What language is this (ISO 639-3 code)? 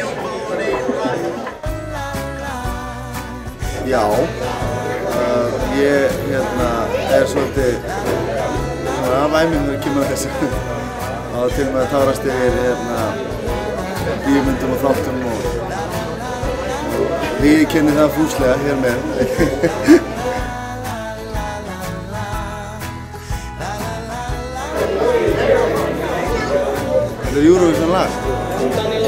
isl